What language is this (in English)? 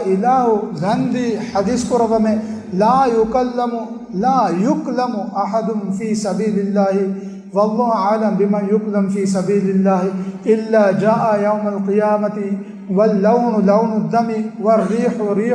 Divehi